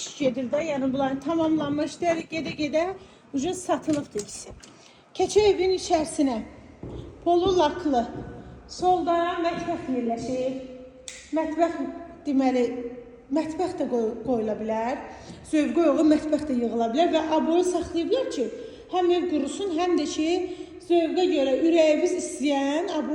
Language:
Azerbaijani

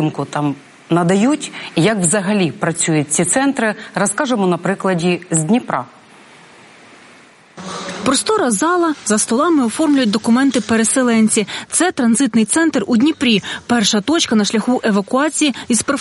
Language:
Ukrainian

